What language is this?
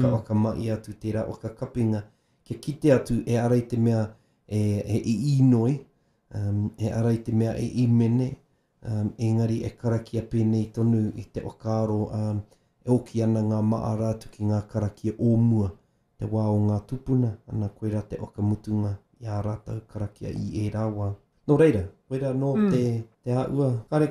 Māori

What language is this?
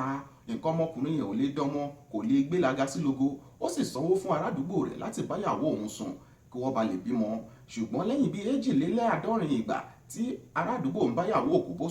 Yoruba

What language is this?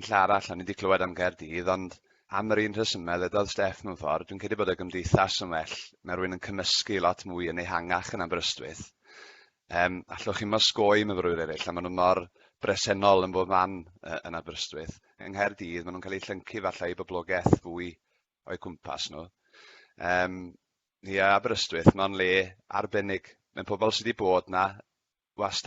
Welsh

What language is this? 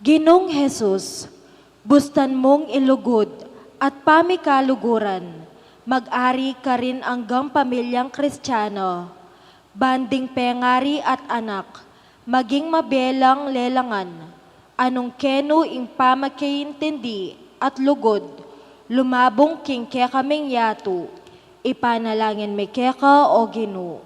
Pampanga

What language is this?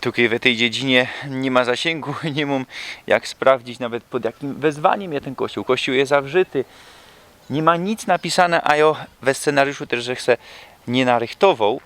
Silesian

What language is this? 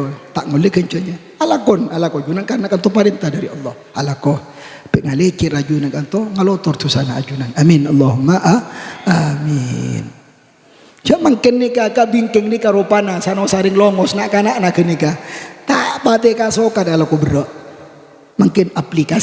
Madurese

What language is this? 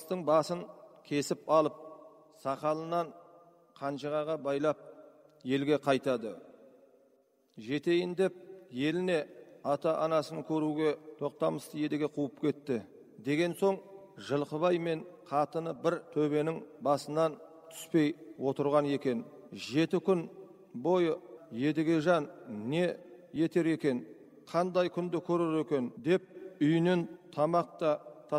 Kazakh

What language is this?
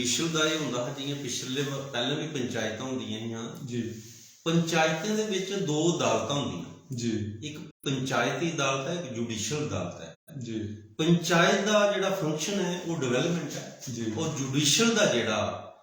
Dogri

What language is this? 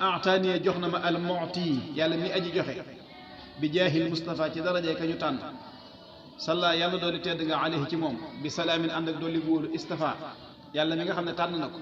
Wolof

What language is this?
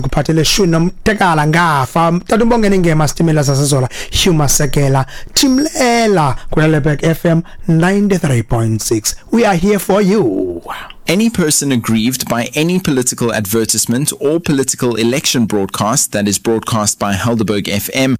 Xhosa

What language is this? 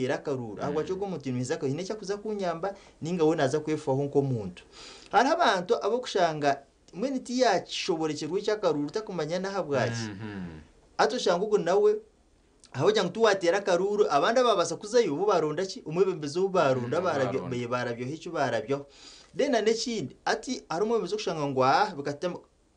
Nyankole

